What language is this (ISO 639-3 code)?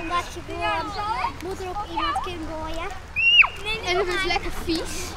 fry